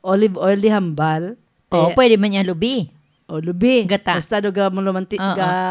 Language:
Hiligaynon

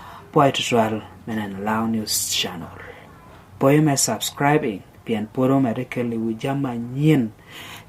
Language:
Lango (Uganda)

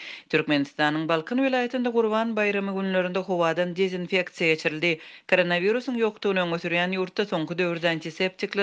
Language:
Turkmen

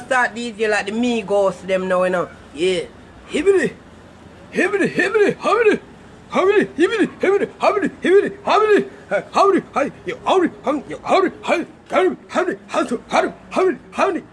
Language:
Jamaican Creole English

